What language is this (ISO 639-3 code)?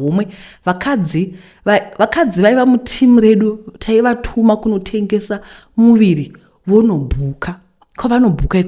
sna